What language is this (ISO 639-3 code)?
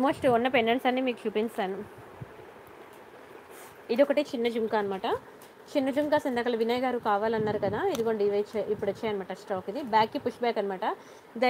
tel